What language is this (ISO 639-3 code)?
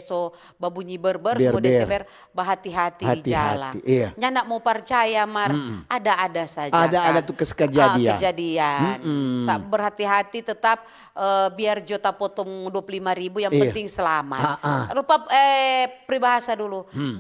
xmm